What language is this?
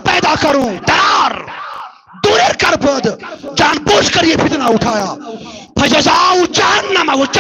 Kashmiri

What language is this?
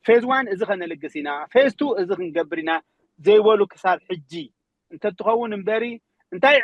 Tigrinya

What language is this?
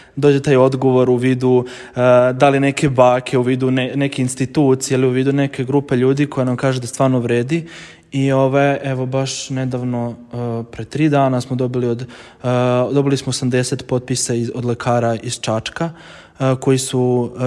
Serbian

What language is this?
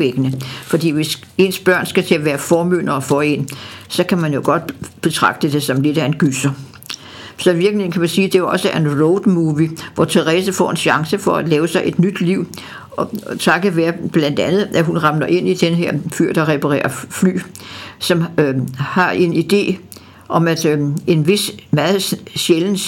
Danish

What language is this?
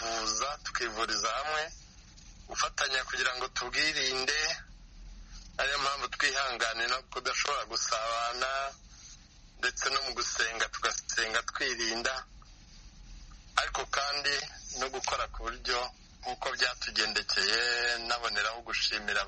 Kinyarwanda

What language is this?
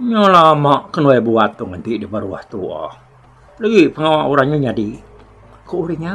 Iban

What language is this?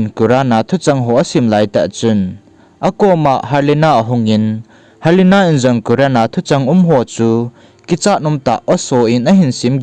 Thado Chin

